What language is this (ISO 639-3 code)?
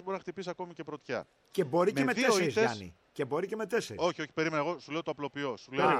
ell